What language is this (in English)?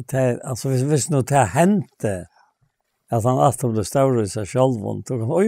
Faroese